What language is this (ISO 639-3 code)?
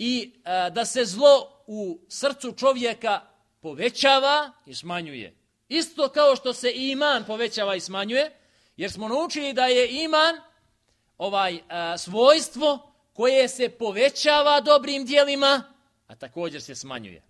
bos